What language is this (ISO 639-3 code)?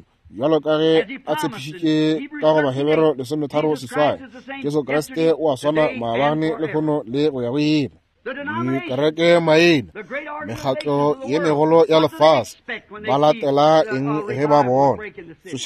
nso